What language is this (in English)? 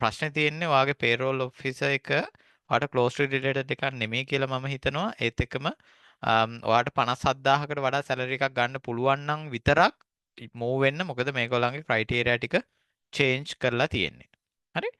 Sinhala